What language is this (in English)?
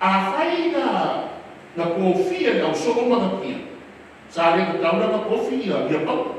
Samoan